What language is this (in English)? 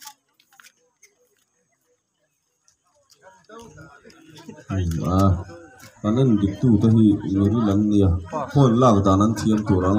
Vietnamese